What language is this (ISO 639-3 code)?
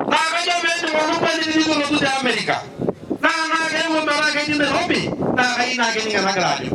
mas